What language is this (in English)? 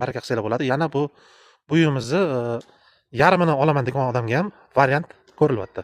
Uzbek